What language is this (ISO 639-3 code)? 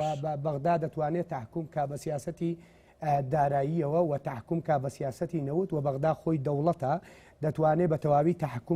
ckb